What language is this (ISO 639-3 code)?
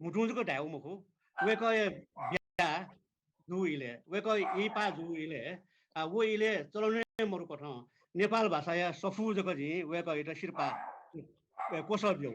new